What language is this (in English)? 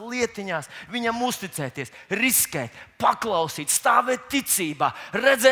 Latvian